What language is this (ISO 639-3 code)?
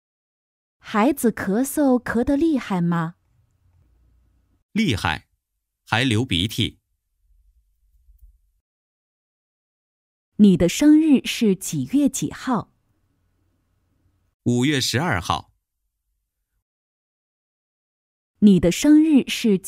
zho